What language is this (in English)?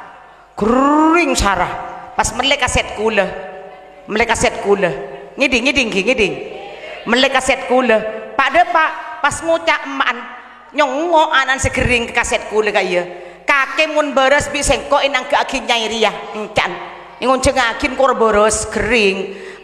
Madurese